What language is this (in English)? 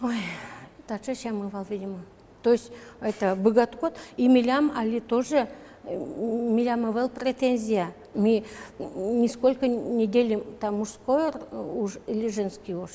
Udmurt